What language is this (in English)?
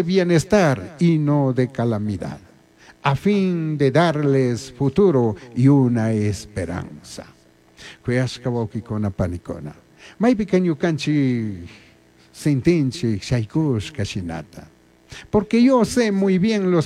Chimborazo Highland Quichua